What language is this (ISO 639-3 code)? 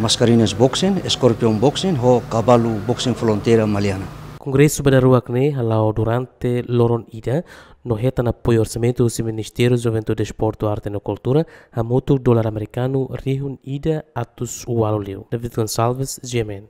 tet